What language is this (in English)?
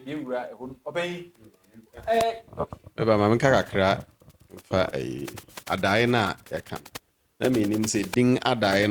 Akan